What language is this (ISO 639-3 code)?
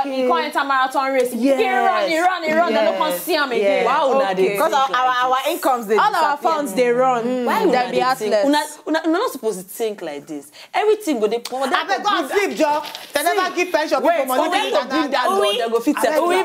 pcm